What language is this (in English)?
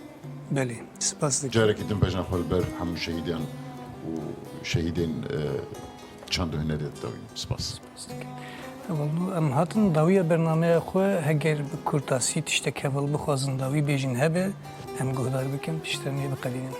Kurdish